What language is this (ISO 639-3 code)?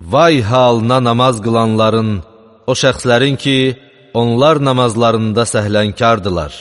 aze